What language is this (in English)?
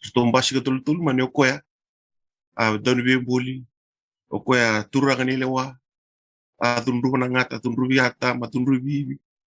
Fijian